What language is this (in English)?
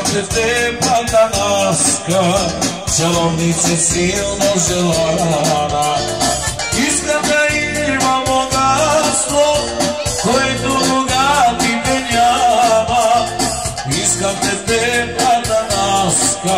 Bulgarian